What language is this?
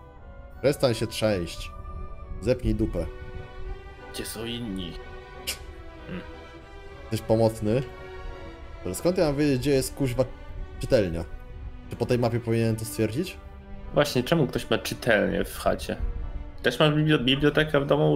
Polish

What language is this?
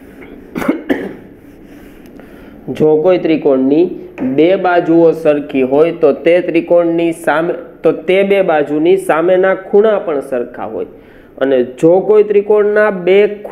Gujarati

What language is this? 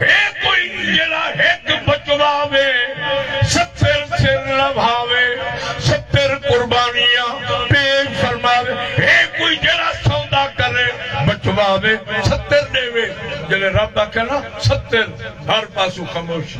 Saraiki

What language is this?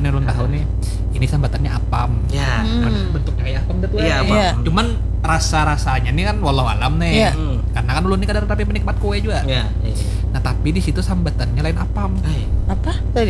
Banjar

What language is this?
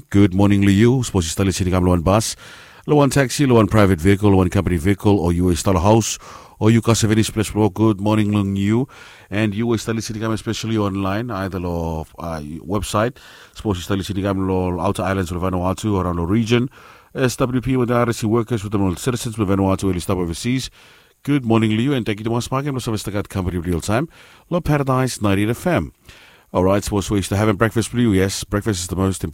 Bislama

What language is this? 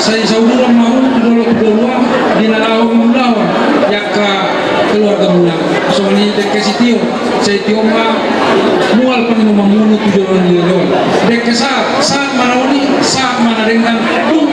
Batak Toba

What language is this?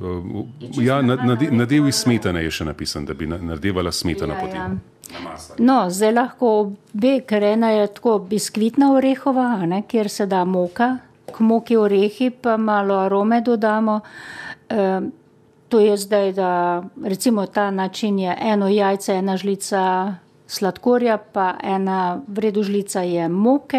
Slovenian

